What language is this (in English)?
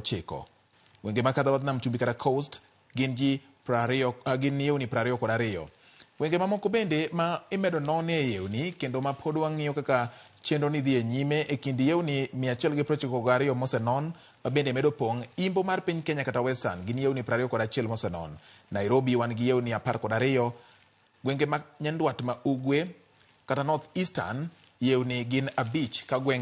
Luo (Kenya and Tanzania)